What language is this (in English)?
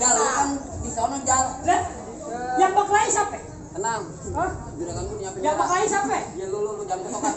Betawi